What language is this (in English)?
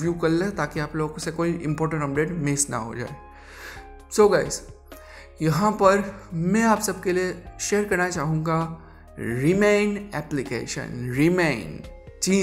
Hindi